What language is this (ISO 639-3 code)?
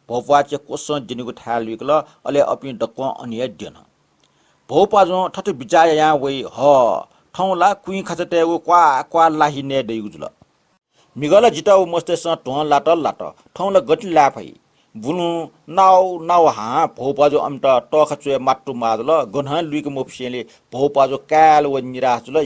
new